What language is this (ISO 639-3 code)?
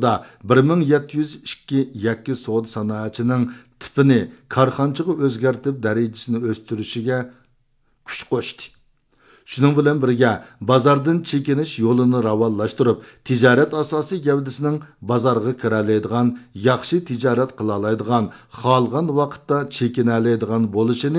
uig